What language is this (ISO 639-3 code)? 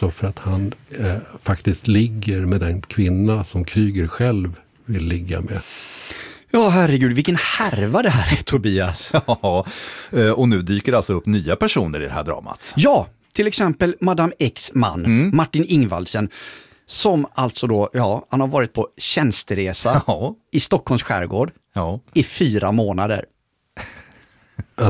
swe